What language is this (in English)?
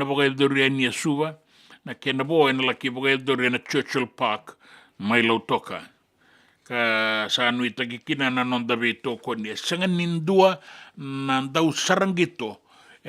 Fijian